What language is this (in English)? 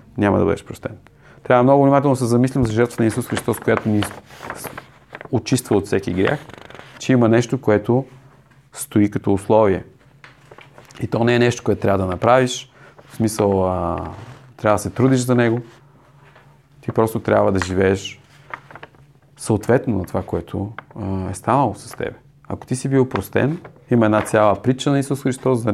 Bulgarian